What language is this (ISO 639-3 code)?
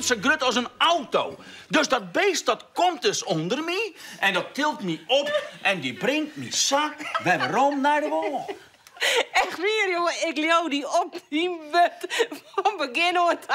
fry